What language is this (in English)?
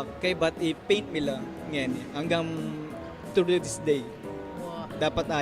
Pampanga